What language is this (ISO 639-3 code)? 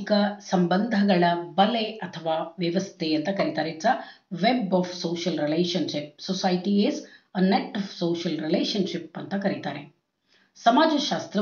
kan